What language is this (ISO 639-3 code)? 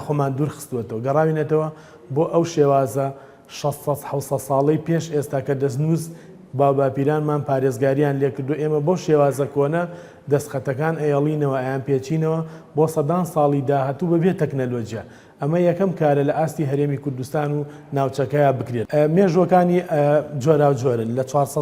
ckb